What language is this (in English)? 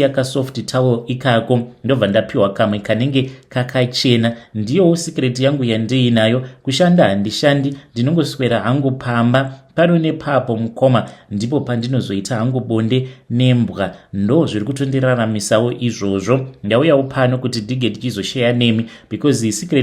Shona